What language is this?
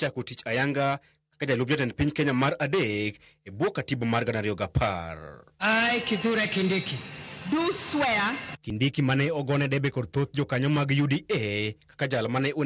Luo (Kenya and Tanzania)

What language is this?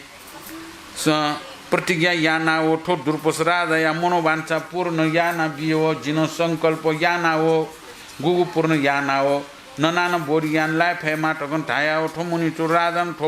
Newari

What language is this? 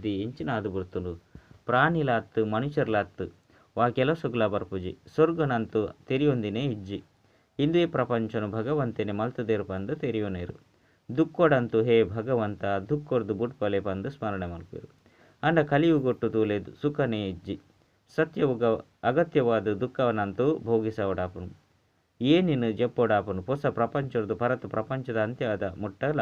Tulu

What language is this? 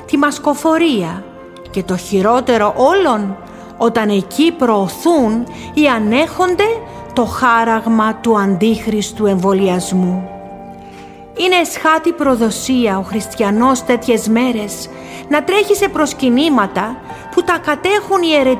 Greek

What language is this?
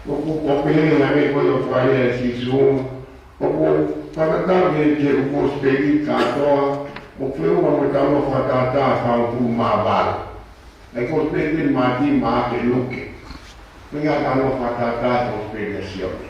Tongan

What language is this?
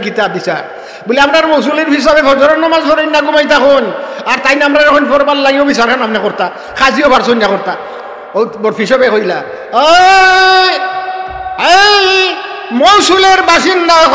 Sylheti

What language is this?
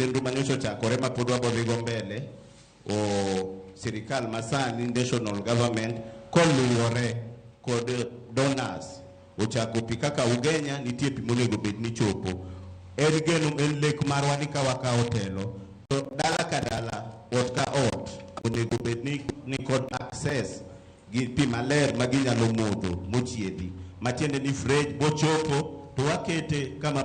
Luo (Kenya and Tanzania)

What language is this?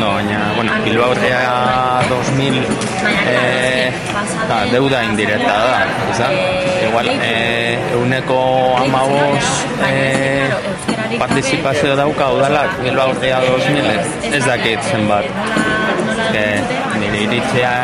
Basque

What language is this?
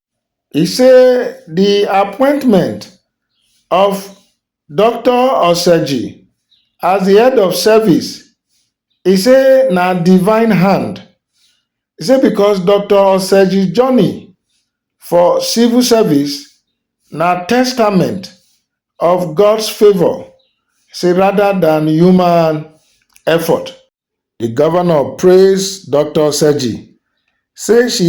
Nigerian Pidgin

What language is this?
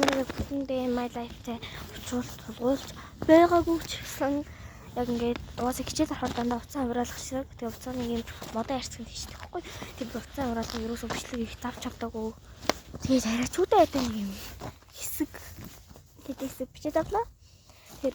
Mongolian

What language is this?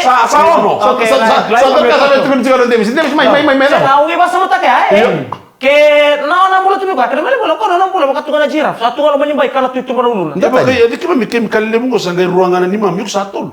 Fijian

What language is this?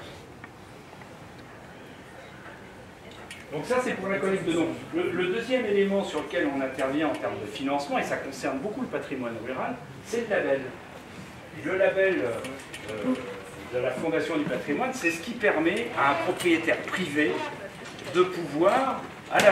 French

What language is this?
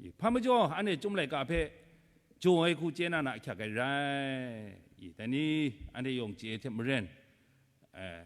Kachin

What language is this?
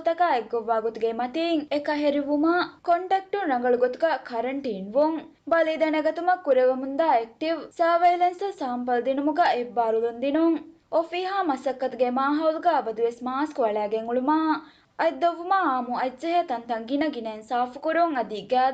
Divehi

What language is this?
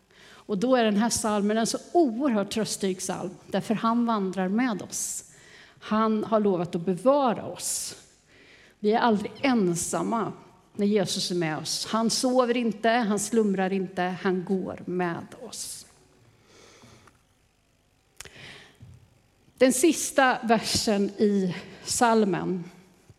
Swedish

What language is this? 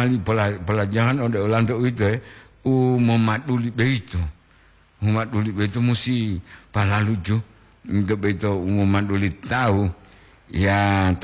Gorontalo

